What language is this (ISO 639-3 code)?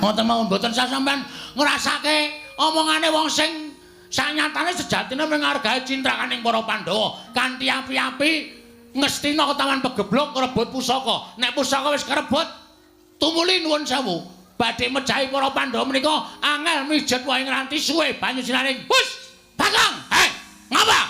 jav